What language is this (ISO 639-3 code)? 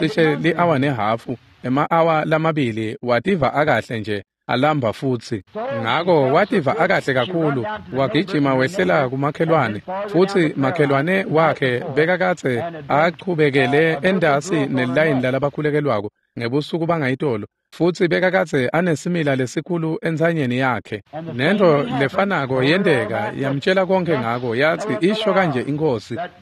ssw